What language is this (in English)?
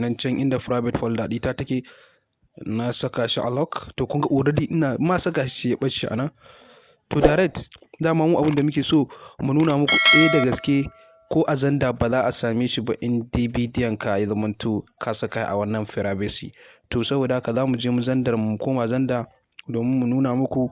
Hausa